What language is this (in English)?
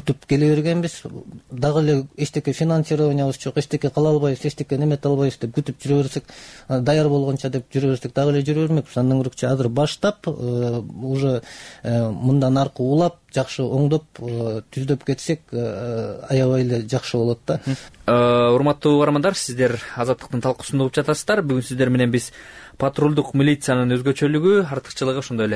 Kyrgyz